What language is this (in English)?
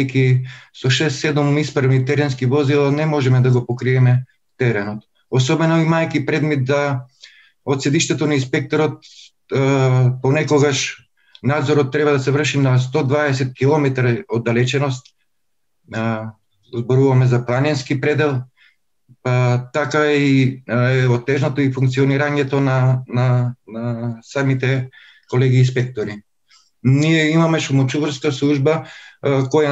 Macedonian